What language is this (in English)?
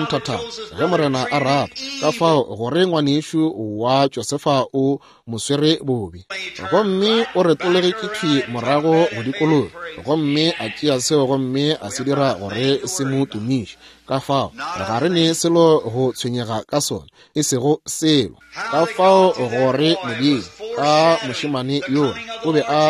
Northern Sotho